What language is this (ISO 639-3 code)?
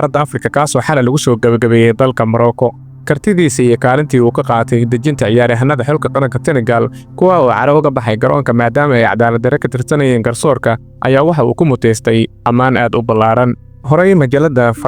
som